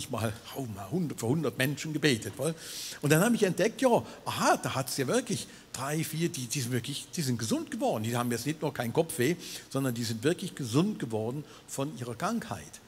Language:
Swiss German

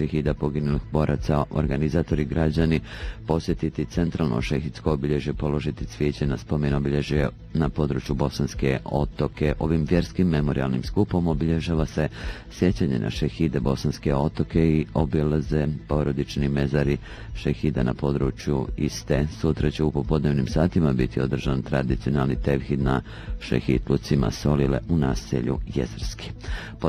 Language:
Bosnian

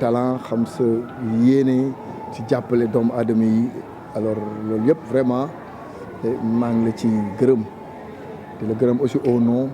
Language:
Wolof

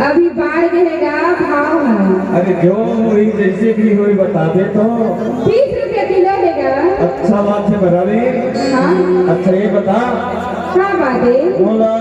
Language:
Chhattisgarhi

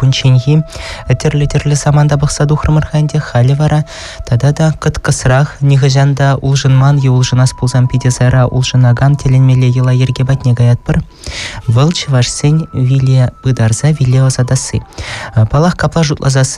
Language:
Chuvash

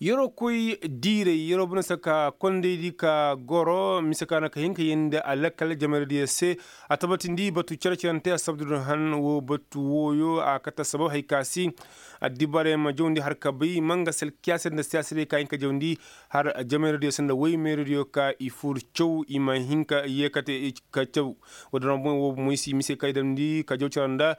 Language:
Koyraboro Senni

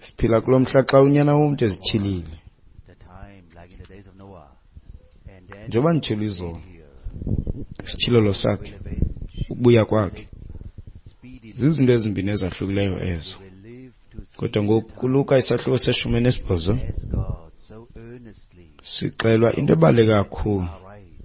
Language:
Xhosa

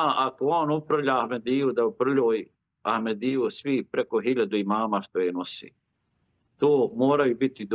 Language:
Bosnian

